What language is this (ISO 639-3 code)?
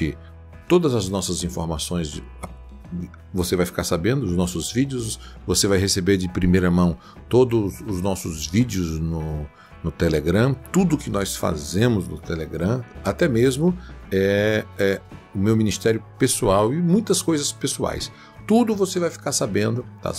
por